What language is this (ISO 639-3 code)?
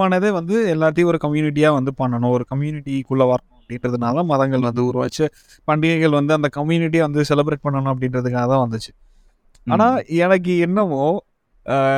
tam